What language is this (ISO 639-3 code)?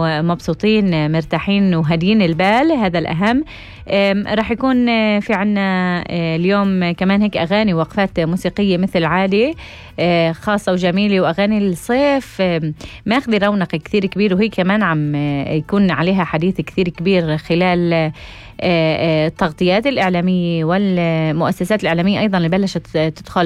apc